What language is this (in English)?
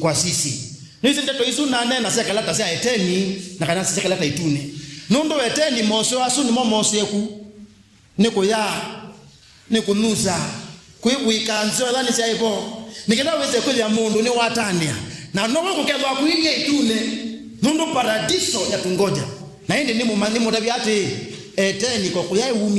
Kamba